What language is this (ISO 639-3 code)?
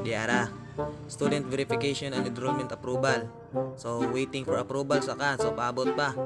ceb